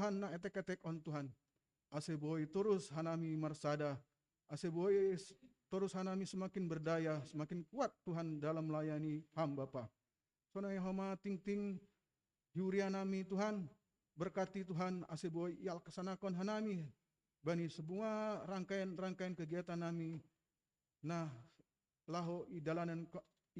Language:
Batak Simalungun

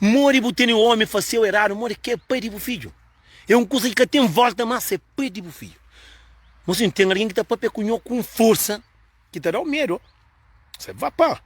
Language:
Kabuverdianu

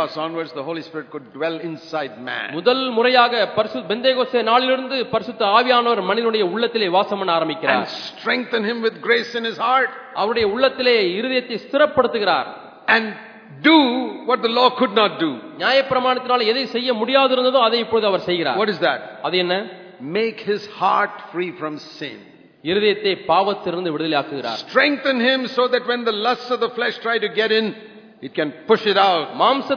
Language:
Tamil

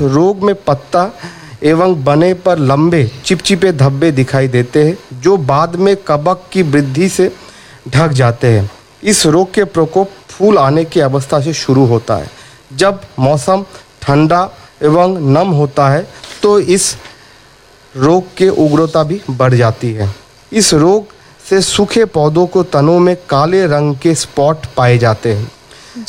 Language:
Hindi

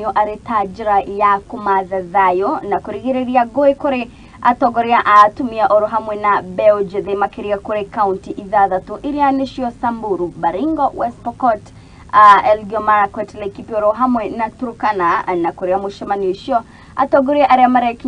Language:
Kikuyu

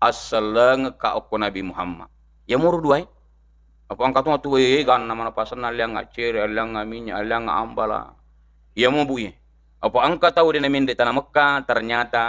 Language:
Buginese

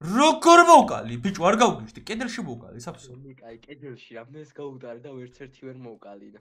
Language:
Georgian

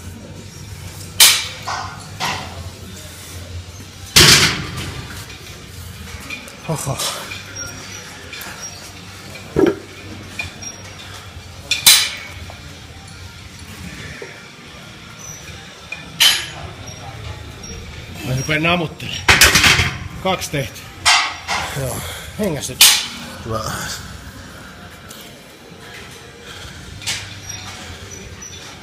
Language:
Finnish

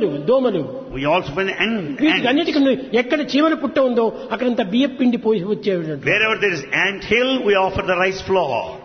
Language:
Telugu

